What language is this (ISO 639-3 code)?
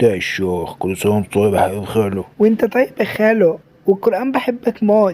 arz